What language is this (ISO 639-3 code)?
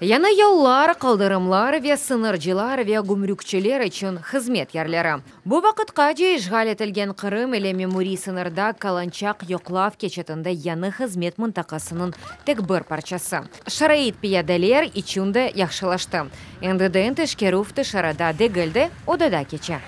crh